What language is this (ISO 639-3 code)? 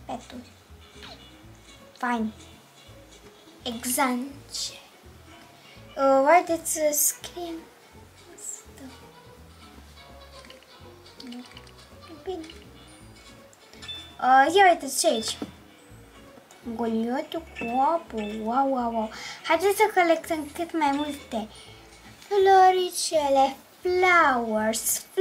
ron